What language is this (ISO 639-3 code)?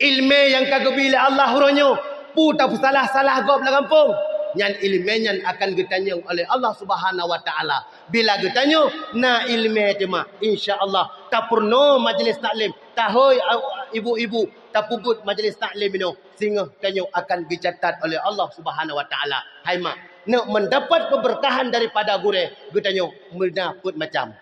ace